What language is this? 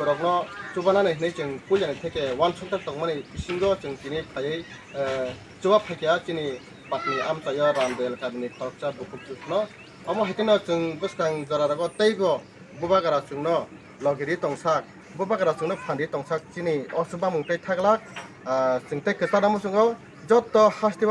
Kok Borok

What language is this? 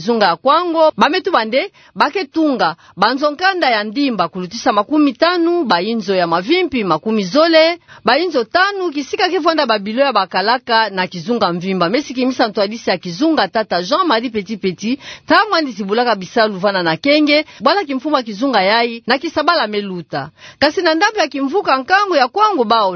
Kituba (Democratic Republic of Congo)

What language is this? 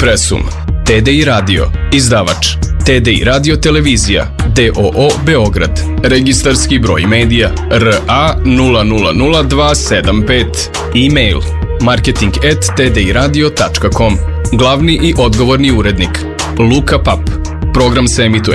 Serbian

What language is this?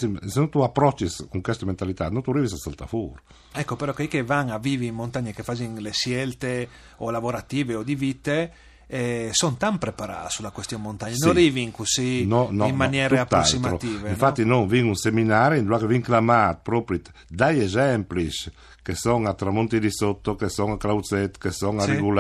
Friulian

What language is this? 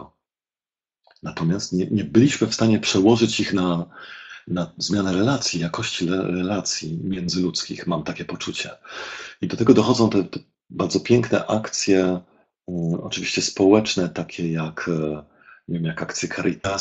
Polish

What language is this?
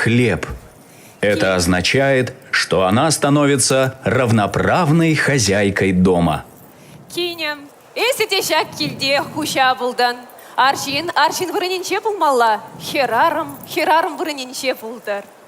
Chuvash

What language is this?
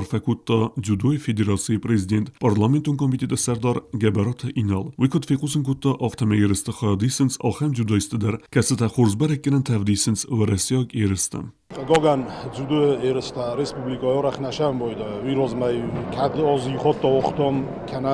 Ossetic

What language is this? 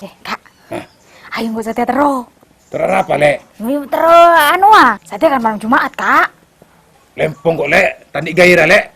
Madurese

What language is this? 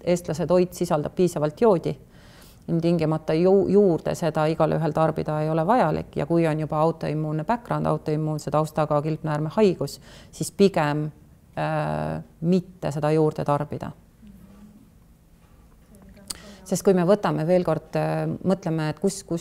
Estonian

